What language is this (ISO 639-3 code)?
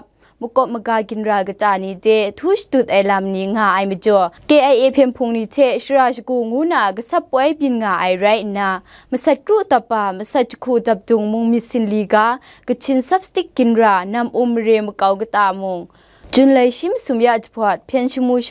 kac